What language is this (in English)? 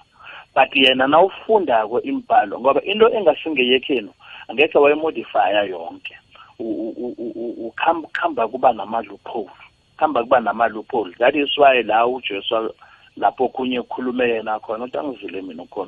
South Ndebele